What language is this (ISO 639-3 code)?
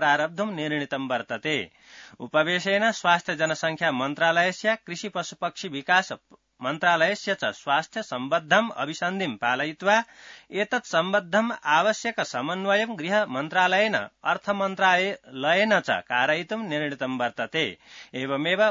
san